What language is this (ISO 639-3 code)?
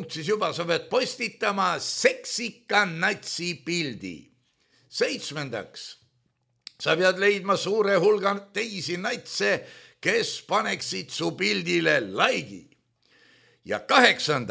est